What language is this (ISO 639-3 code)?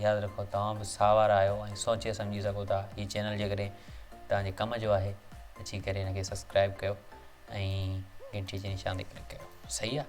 snd